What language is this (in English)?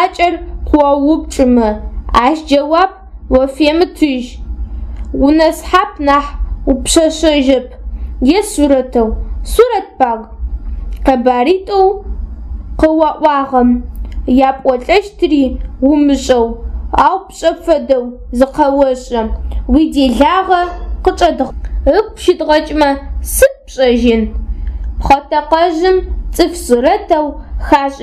Adyghe